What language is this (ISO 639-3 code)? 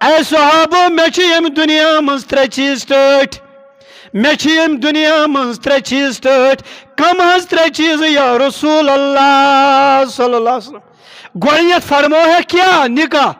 kas